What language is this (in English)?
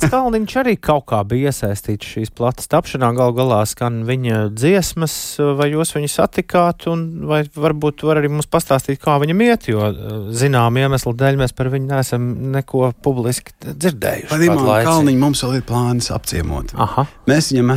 Latvian